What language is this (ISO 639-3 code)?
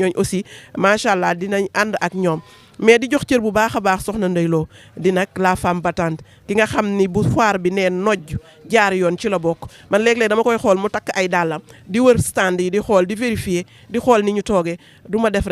wol